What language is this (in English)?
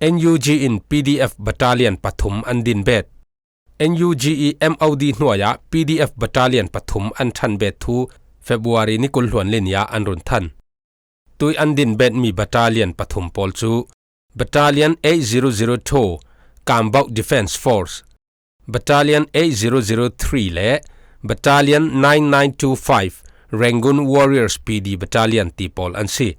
Falam Chin